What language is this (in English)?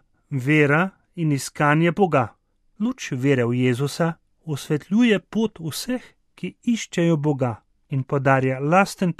Slovenian